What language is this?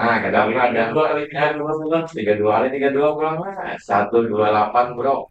Banjar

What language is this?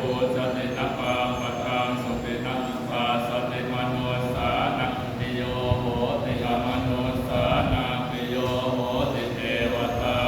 Pali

